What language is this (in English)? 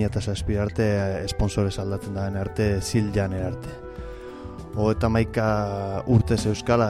Basque